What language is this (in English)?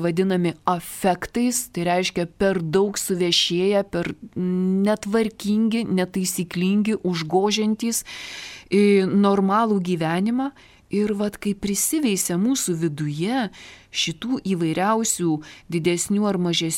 Lithuanian